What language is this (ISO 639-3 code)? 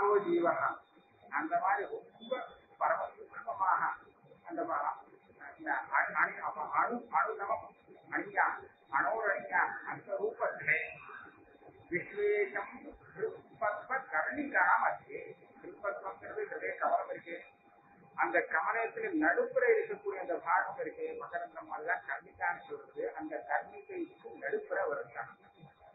tam